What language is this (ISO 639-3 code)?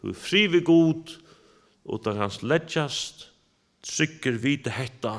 fao